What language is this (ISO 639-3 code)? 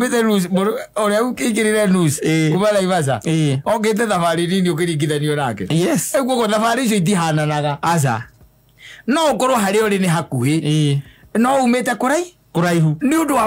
kik